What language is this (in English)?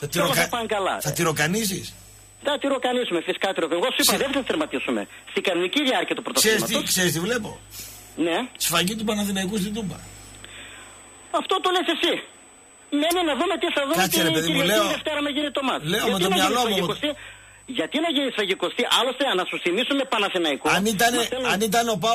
Greek